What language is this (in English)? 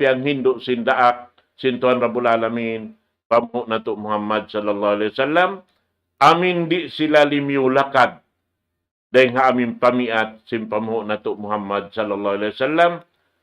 Tausug